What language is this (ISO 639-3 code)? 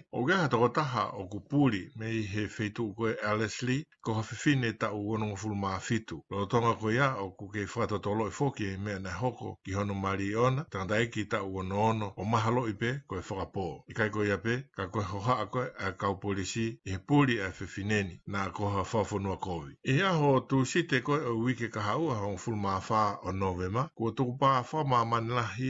ton